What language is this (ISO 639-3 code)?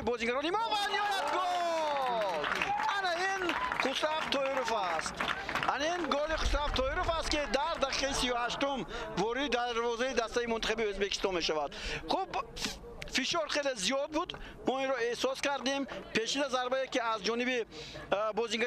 tgk